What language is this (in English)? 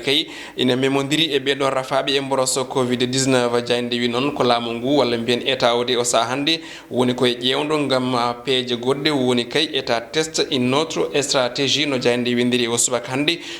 Fula